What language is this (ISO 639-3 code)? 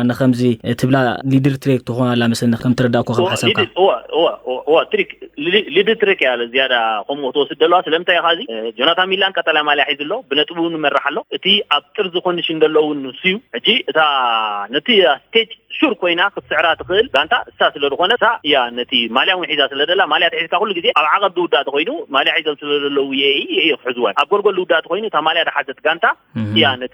tir